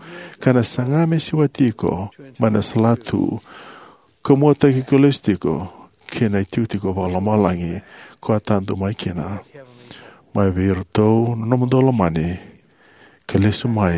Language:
Fijian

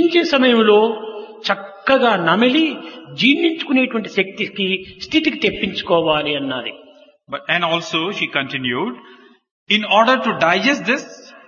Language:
Telugu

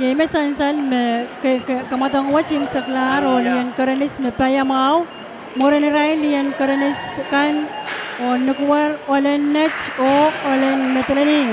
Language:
Pohnpeian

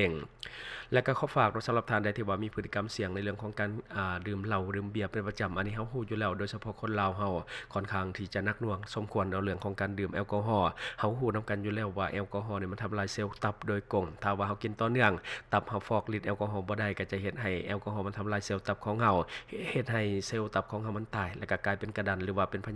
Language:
Lao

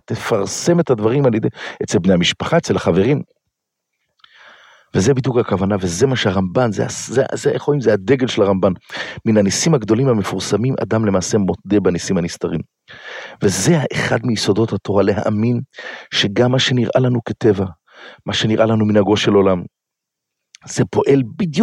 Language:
Hebrew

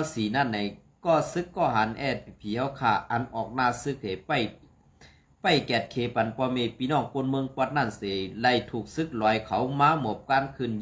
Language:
Shan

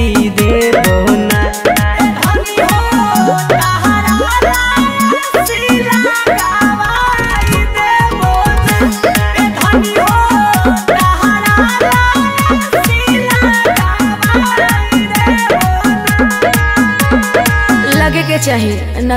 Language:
Bhojpuri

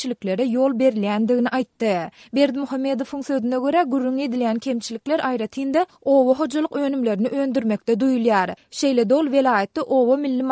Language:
Turkmen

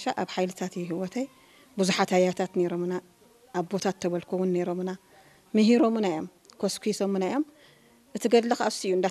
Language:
Tigrinya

